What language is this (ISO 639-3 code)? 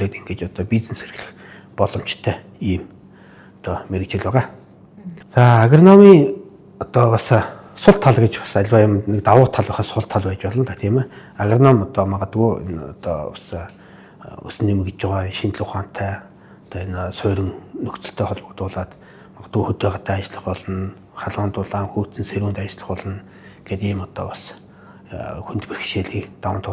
mon